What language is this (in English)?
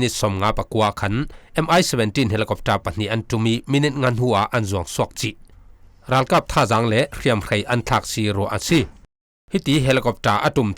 Falam Chin